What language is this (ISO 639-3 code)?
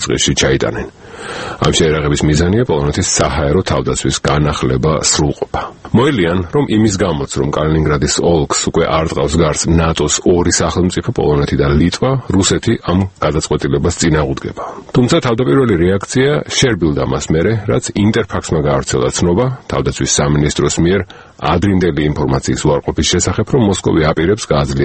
kat